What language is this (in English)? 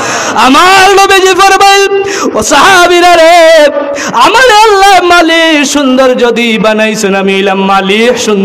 Sylheti